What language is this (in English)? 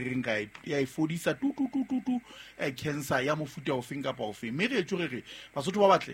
Southern Sotho